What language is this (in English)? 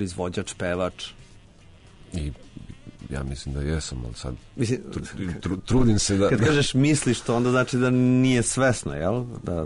Serbian